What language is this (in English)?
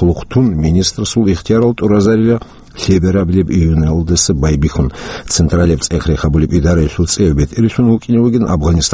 Avaric